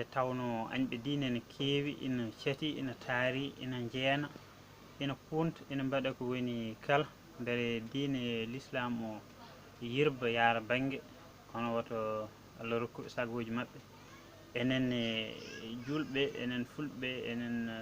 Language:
Fula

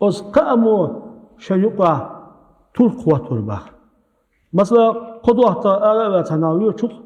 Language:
Chechen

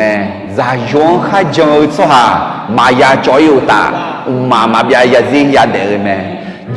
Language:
Akha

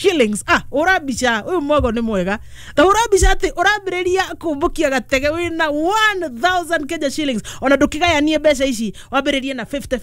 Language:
Kikuyu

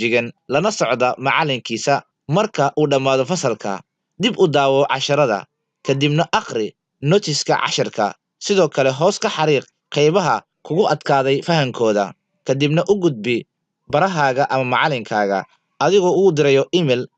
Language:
Somali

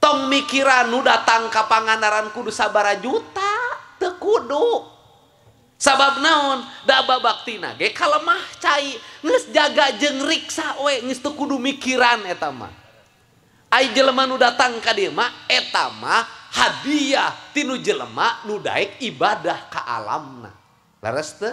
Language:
Sundanese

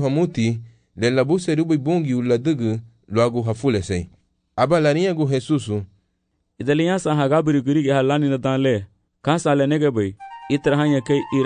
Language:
Garifuna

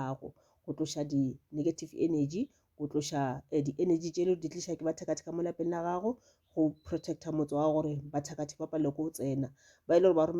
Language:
Northern Sotho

